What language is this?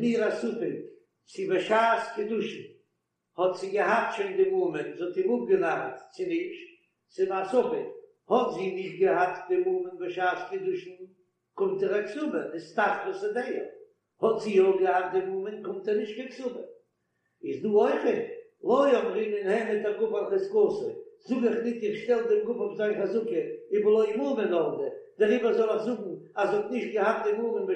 Yiddish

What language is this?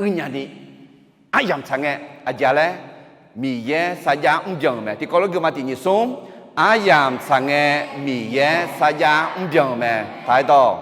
Akha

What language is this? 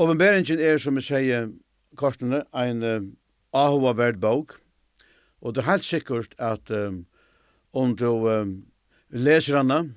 Faroese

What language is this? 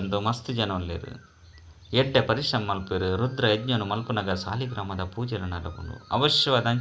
Tulu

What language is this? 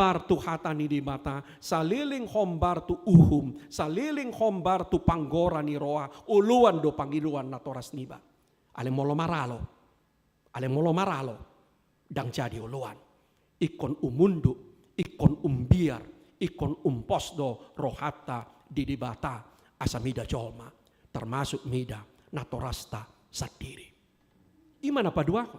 Batak Toba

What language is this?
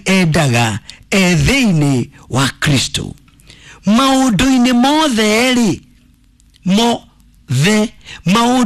Kikuyu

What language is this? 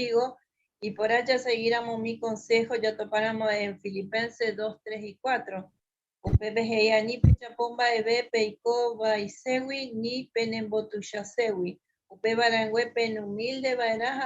Guarani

